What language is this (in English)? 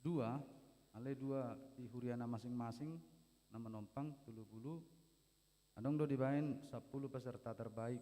Batak Toba